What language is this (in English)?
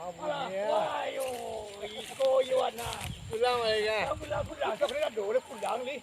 Minangkabau